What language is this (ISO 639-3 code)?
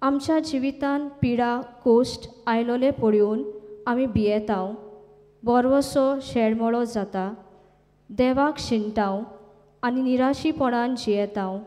kok